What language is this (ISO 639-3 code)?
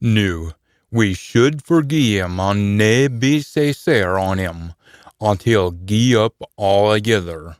sco